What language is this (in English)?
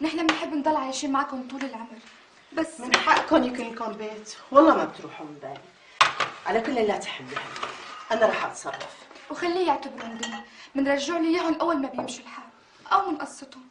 North Levantine Arabic